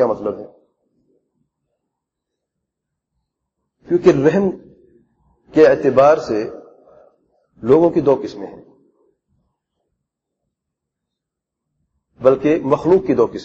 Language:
Urdu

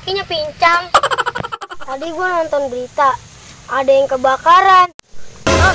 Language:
Betawi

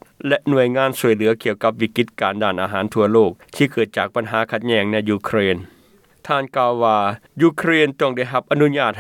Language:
Lao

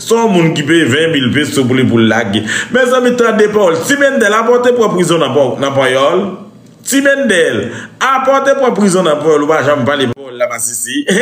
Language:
Haitian Creole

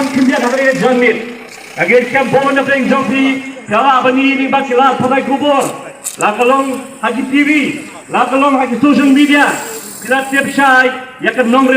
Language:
Khasi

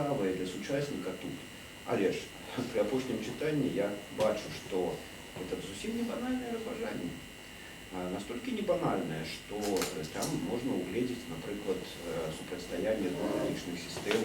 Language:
Belarusian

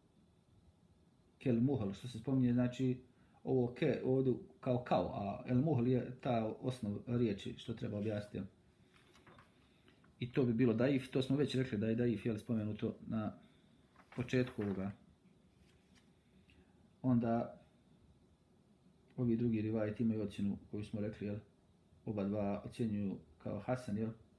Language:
Bosnian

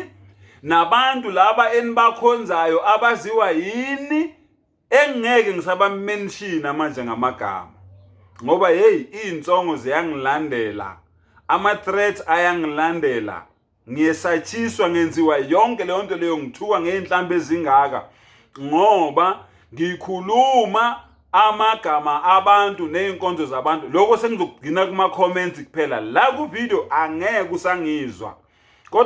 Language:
Zulu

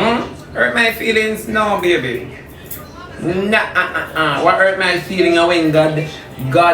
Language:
Jamaican Creole English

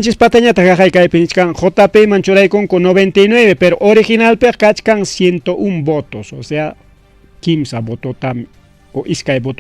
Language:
Ayacucho Quechua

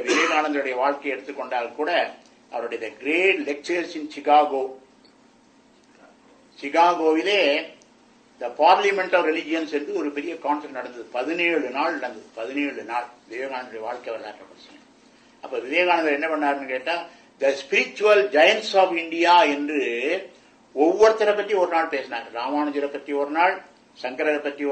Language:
Tamil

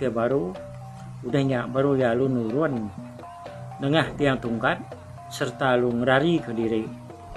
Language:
Iban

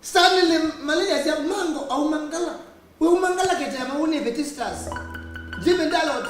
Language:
Kamba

